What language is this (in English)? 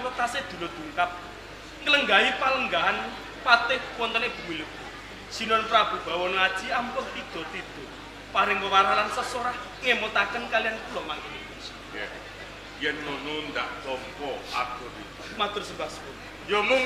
Javanese